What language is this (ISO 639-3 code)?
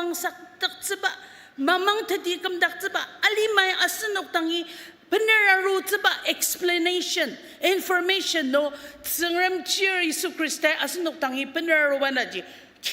njo